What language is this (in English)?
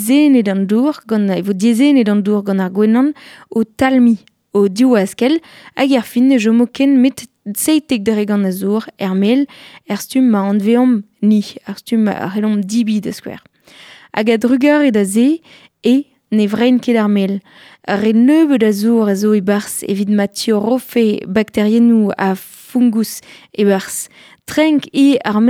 Breton